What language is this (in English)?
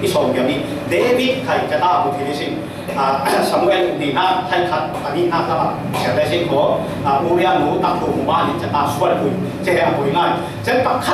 Falam Chin